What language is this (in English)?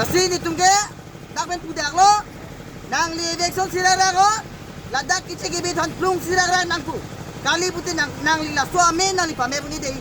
Karbi